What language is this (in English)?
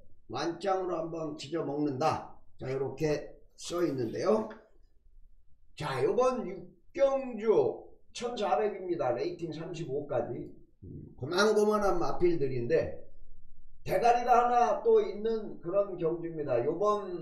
Korean